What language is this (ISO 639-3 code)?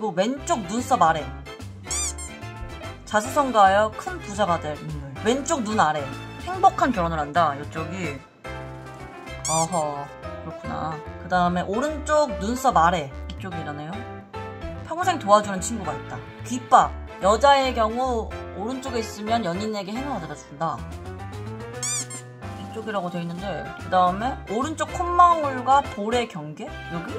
kor